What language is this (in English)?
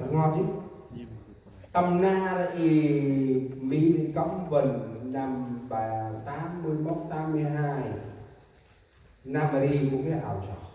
Central Mnong